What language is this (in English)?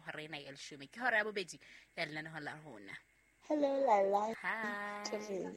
Southern Sotho